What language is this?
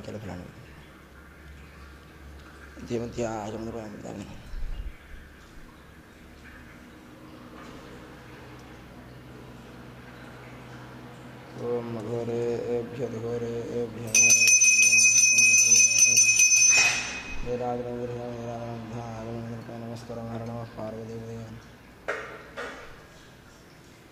Sanskrit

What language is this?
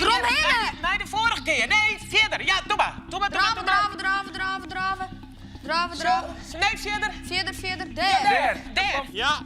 Western Frisian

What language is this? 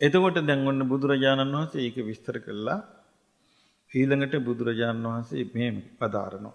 Sinhala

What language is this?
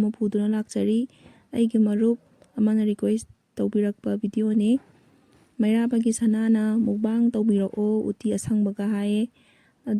Manipuri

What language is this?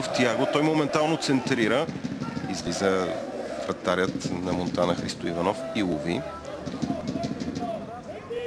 Bulgarian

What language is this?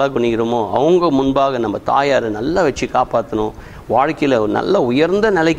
Tamil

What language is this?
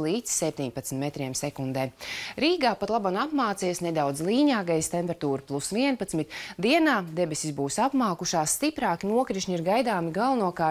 Latvian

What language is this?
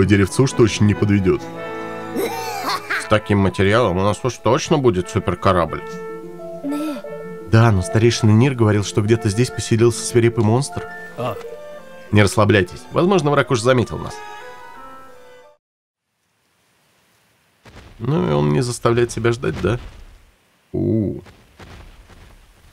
Russian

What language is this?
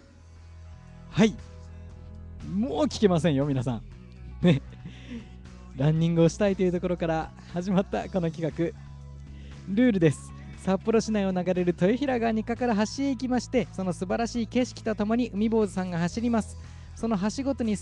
Japanese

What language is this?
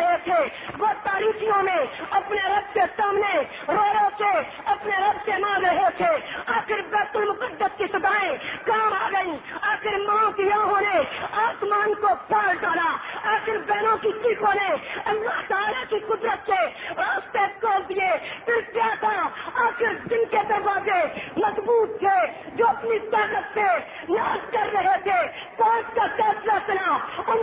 Urdu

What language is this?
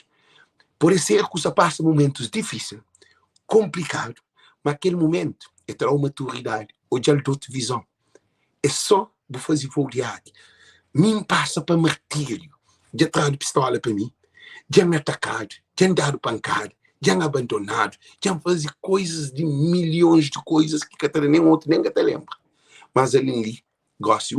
Kabuverdianu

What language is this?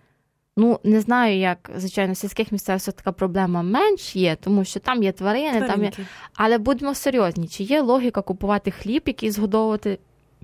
Ukrainian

